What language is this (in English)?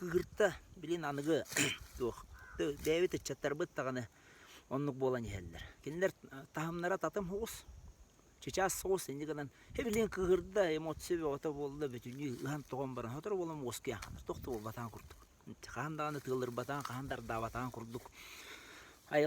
Yakut